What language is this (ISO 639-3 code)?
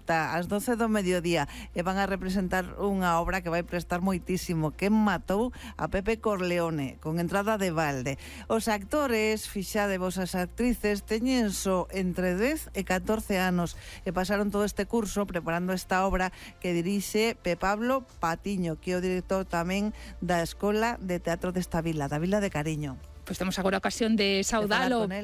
glg